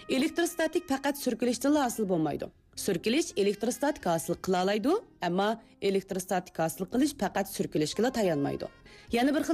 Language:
Uyghur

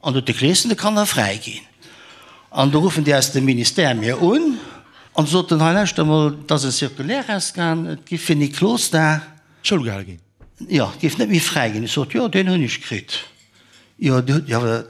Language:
Luxembourgish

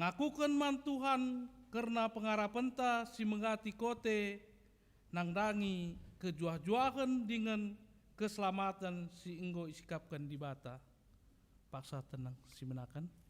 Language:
Batak Karo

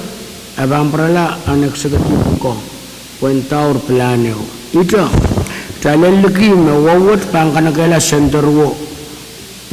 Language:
Pohnpeian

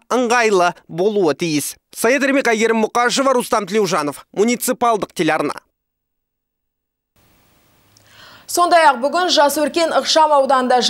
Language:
Kazakh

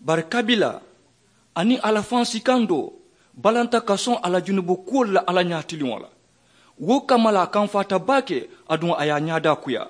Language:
Mandingo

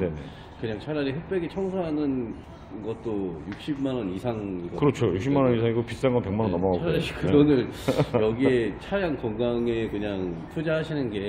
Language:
Korean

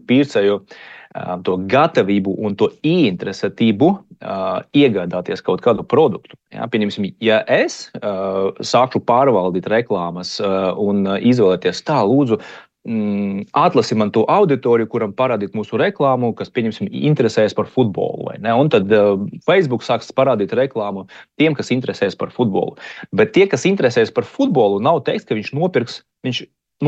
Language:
Latvian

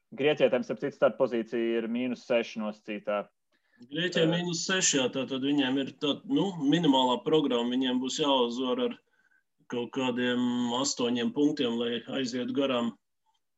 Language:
Latvian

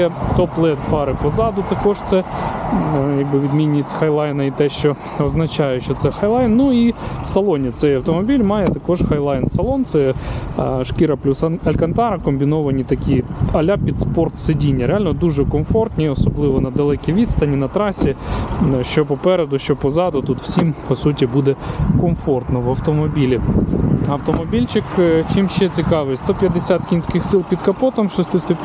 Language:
Ukrainian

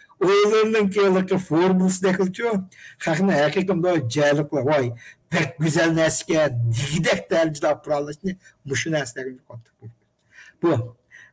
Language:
Uyghur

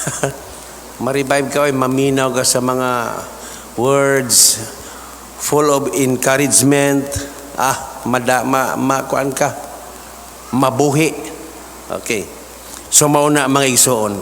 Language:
Cebuano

